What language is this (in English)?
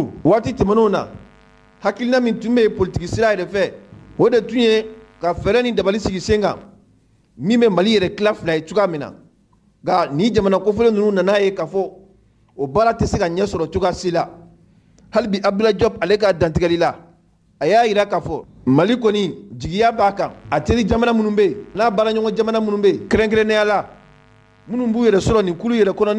Mandingo